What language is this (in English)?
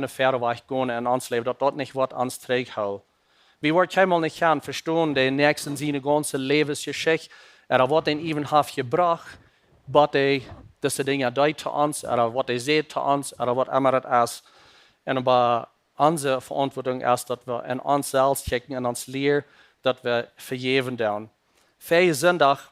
Plautdietsch